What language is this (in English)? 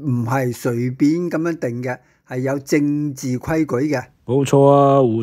Cantonese